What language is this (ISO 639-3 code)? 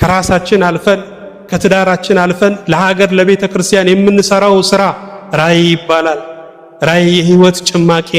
amh